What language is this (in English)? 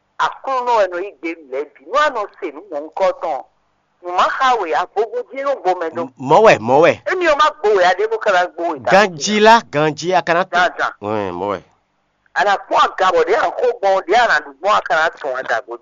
Fon